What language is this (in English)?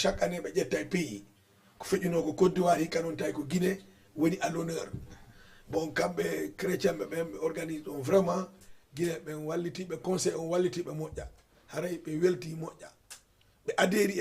Fula